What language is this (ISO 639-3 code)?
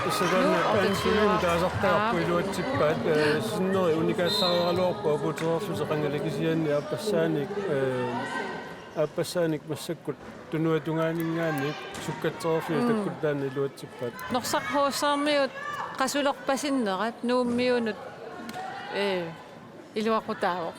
kal